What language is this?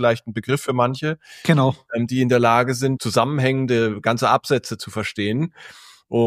German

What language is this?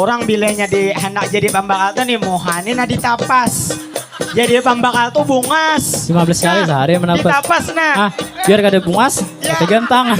Banjar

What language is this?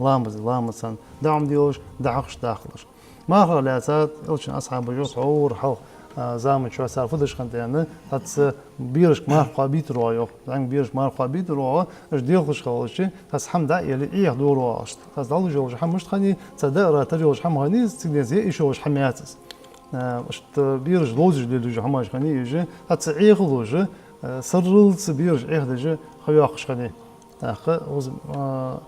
Ingush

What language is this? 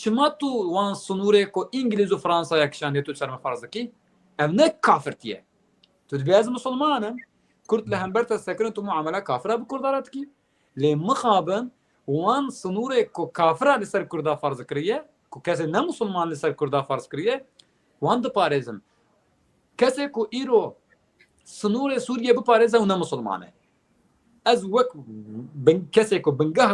Kurdish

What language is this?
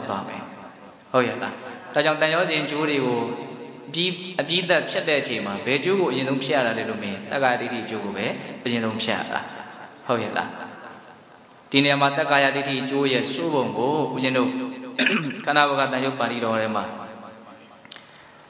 Burmese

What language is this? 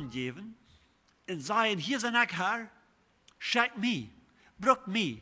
Plautdietsch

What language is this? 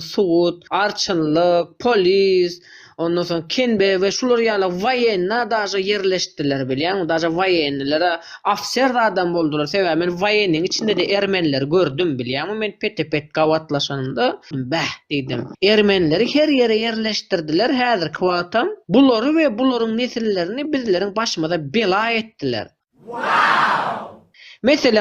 Turkmen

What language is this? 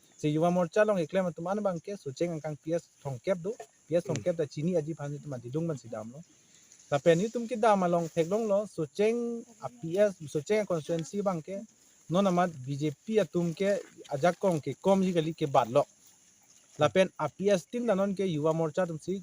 Karbi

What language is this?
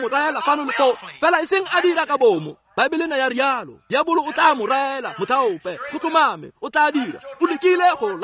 Tswana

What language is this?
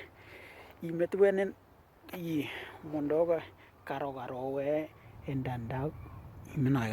Western Dani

